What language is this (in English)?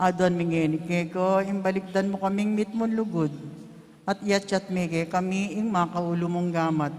Pampanga